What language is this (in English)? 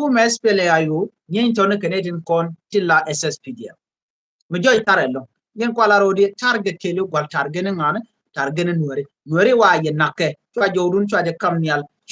Nuer